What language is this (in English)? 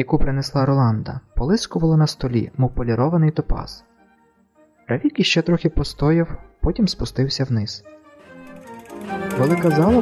Ukrainian